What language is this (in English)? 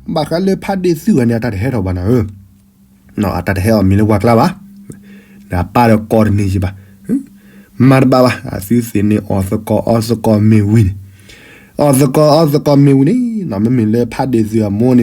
S'gaw Karen